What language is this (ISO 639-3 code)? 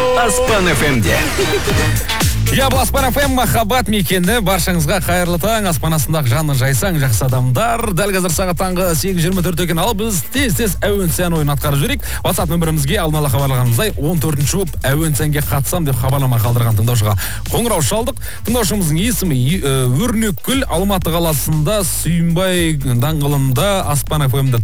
kaz